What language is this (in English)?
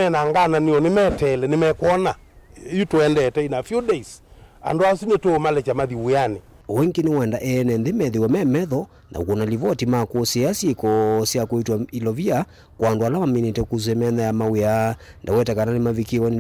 Kamba